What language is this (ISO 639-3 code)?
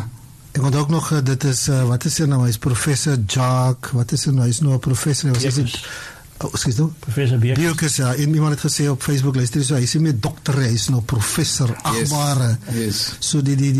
afr